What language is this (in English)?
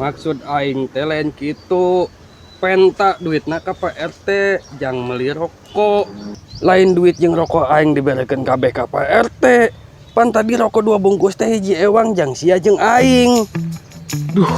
Sundanese